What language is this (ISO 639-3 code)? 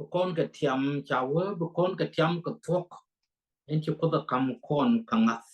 nus